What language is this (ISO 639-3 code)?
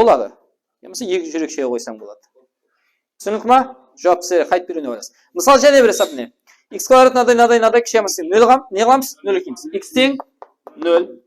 kaa